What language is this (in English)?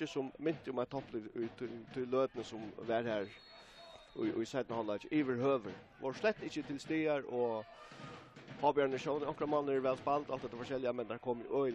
Faroese